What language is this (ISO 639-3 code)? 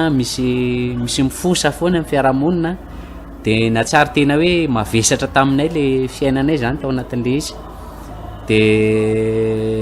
mlg